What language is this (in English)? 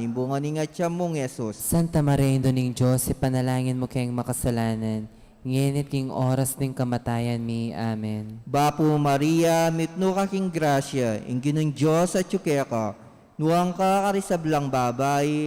Pampanga